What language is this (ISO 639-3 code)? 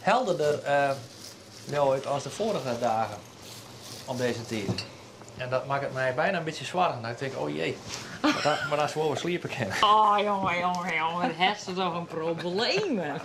fry